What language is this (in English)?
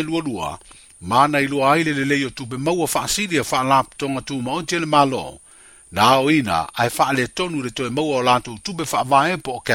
Samoan